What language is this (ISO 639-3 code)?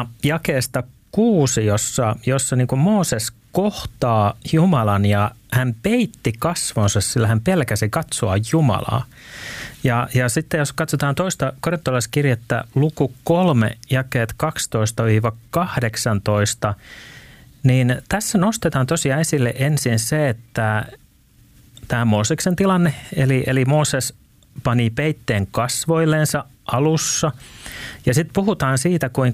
fin